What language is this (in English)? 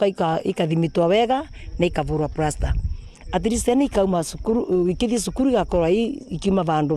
Meru